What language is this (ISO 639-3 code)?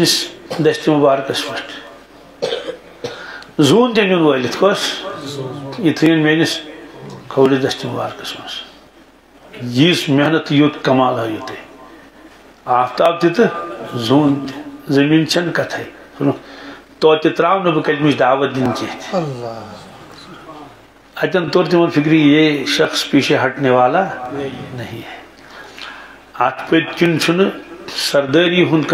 kas